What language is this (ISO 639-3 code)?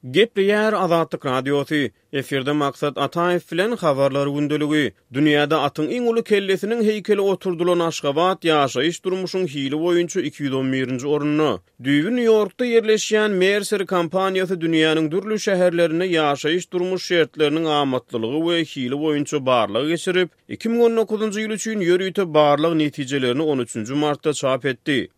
tuk